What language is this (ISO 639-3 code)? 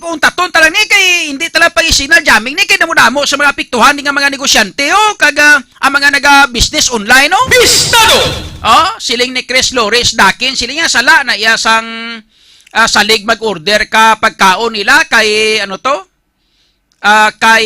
hil